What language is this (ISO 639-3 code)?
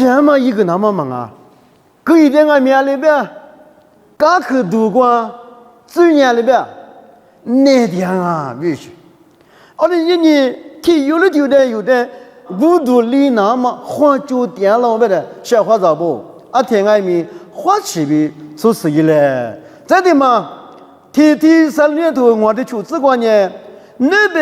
lis